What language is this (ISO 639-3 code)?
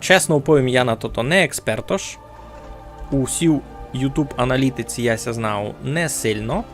rue